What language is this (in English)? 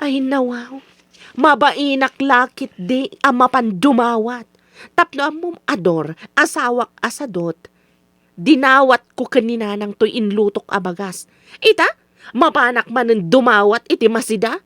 Iloko